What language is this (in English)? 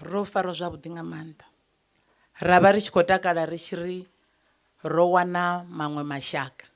Venda